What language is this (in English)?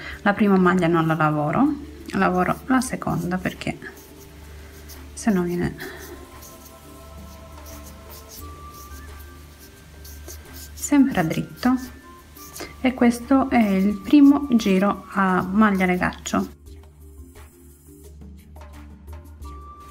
Italian